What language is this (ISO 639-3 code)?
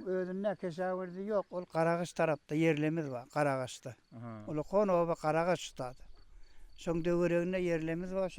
tuk